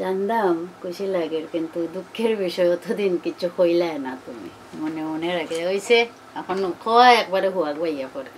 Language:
Sylheti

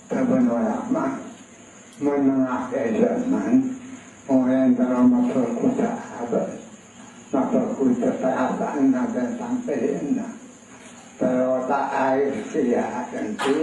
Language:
Madurese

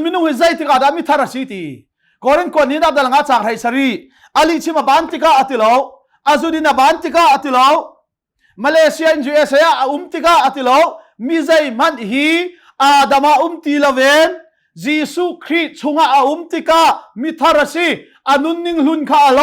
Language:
Hakha Chin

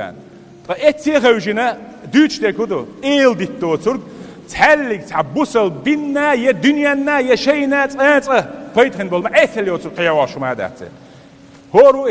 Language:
Chechen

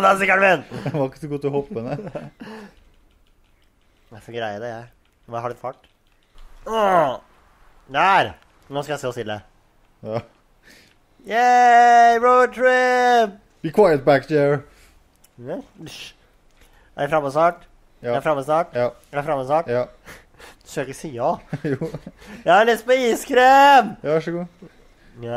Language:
Norwegian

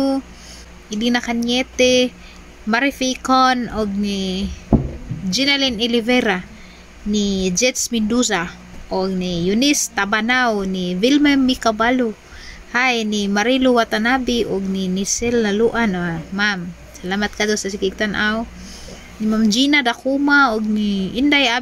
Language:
Cebuano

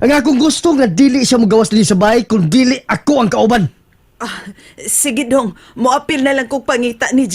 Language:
Cebuano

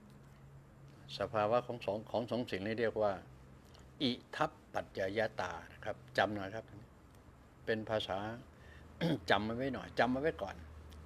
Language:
Thai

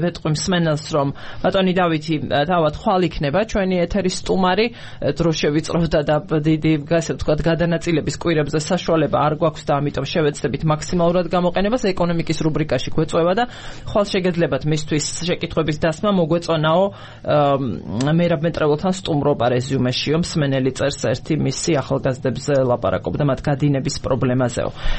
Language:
Georgian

